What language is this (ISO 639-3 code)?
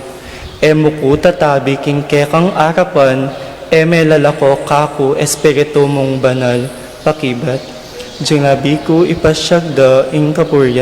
pam